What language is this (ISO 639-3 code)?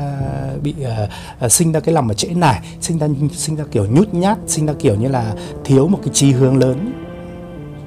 vie